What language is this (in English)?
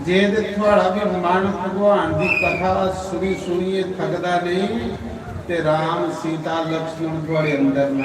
Dogri